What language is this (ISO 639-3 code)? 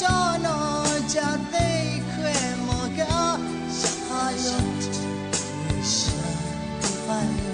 lhu